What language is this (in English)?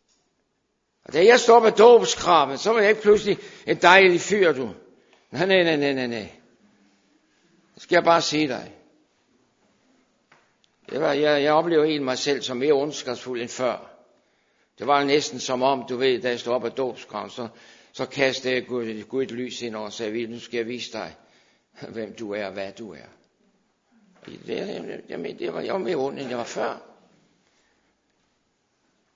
Danish